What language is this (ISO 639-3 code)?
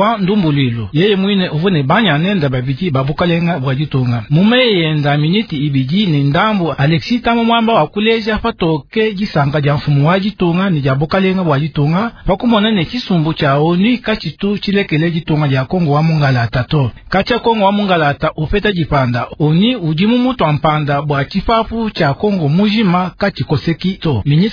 lua